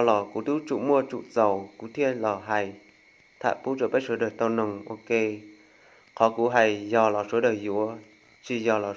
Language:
Hmong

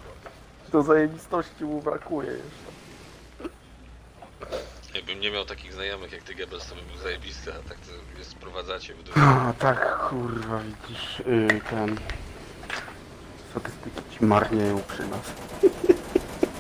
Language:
Polish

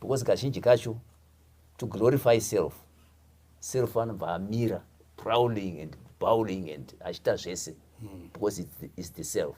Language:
Shona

